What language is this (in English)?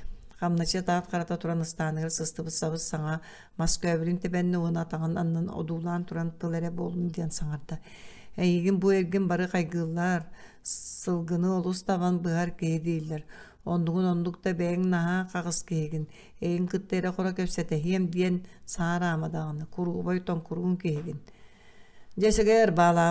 Yakut